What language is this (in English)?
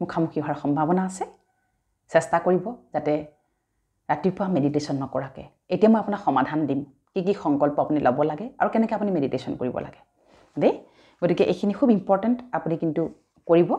Assamese